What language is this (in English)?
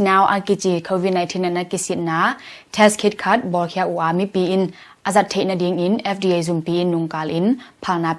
Tedim Chin